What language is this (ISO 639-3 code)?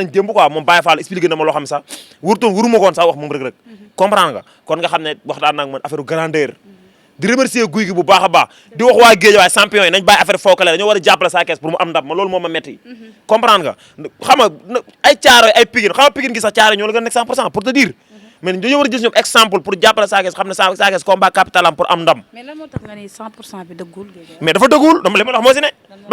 wol